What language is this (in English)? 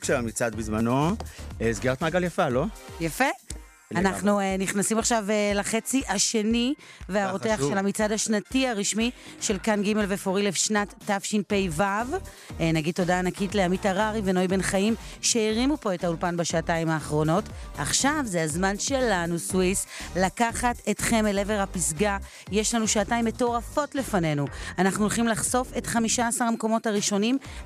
Hebrew